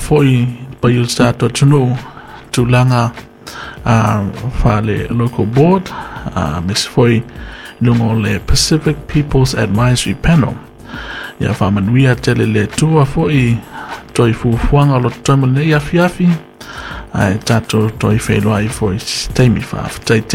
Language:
Samoan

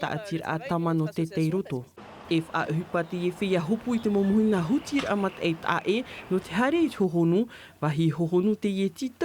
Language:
Tahitian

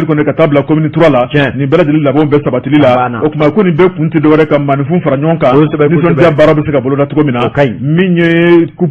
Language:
Bambara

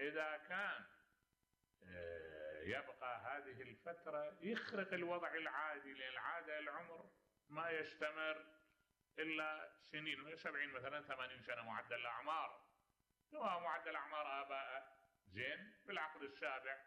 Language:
Mesopotamian Arabic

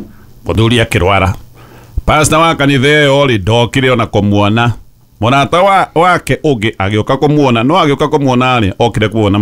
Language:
Kikuyu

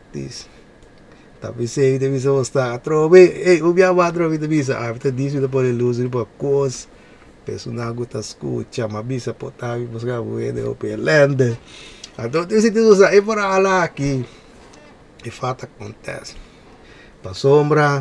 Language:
Papiamento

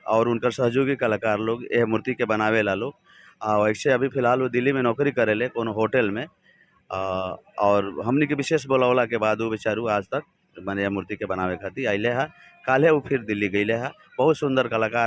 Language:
Bhojpuri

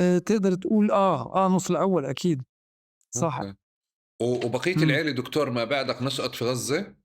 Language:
North Levantine Arabic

